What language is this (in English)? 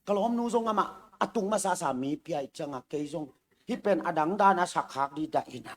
Tedim Chin